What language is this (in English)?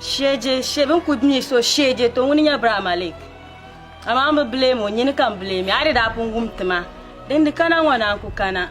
Dagbani